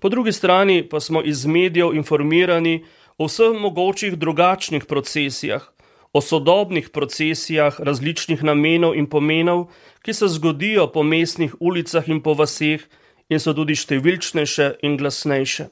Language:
Slovenian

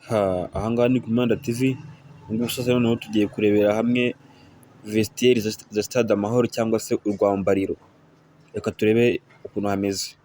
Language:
Kinyarwanda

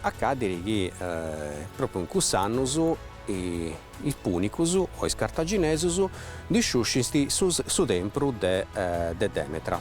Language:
Sardinian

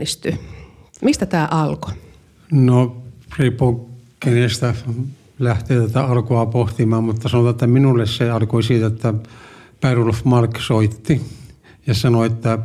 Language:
Finnish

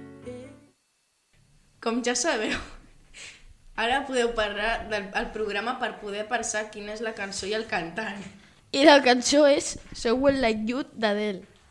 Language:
Catalan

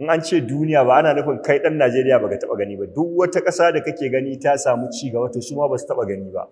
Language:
Hausa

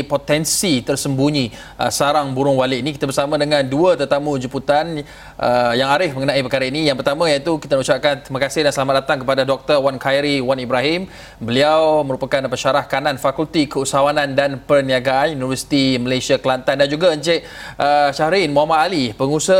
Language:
Malay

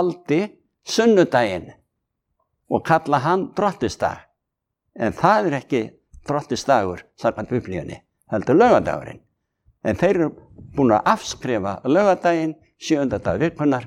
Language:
Icelandic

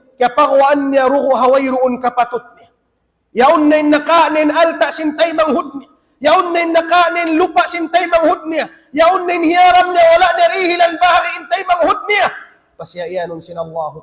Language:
Tausug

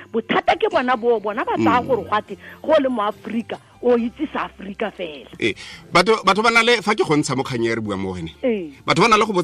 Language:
Tswana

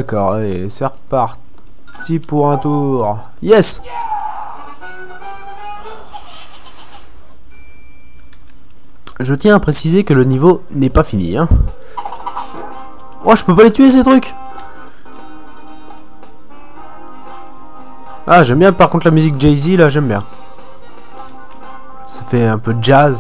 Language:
French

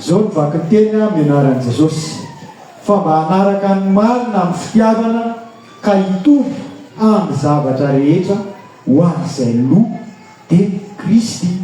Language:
Malagasy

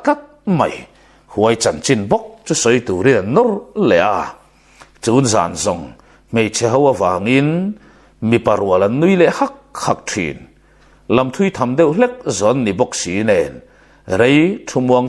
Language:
Mizo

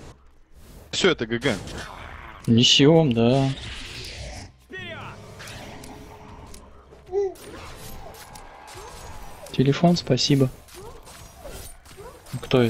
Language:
Russian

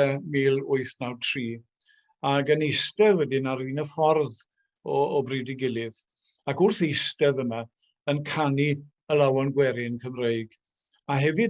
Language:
Welsh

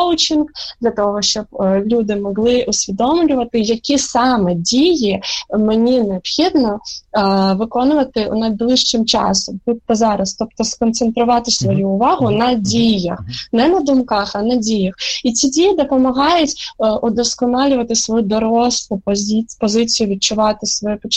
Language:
Ukrainian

